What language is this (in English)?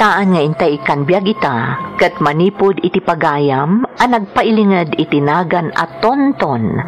Iloko